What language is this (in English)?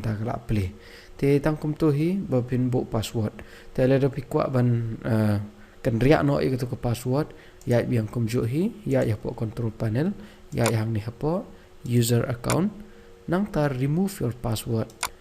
Khasi